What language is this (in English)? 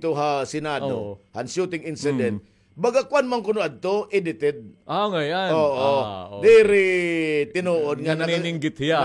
Waray